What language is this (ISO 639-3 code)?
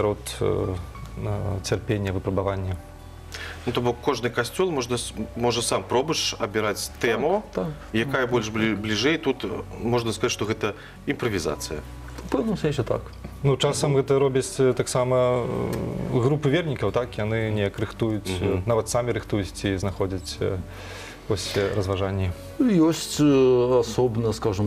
bel